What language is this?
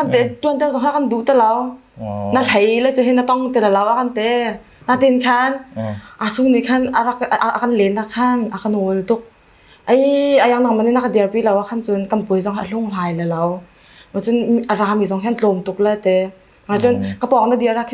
Hakha Chin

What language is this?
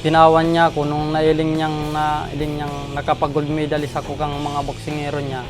Bikol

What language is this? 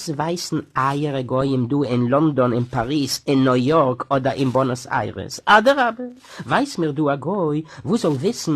Yiddish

